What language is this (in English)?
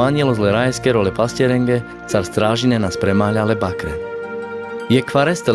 Carpathian Romani